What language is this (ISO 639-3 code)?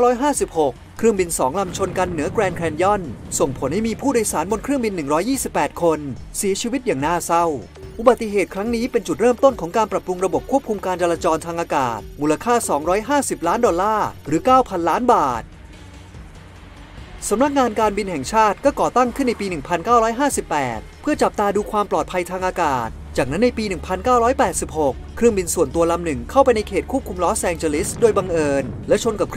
tha